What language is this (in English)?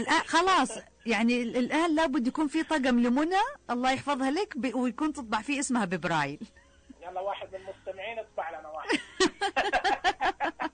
Najdi Arabic